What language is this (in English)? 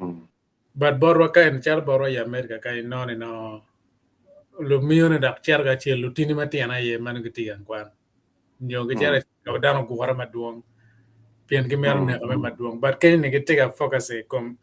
Acoli